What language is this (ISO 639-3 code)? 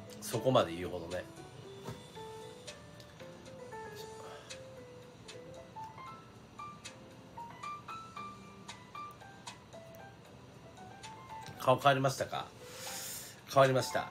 jpn